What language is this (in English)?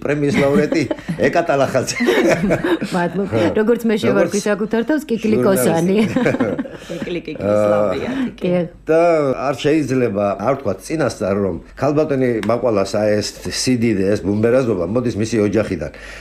Georgian